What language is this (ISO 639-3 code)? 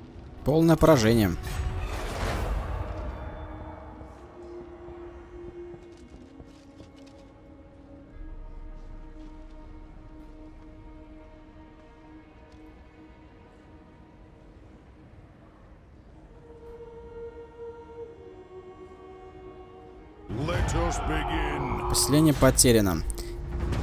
rus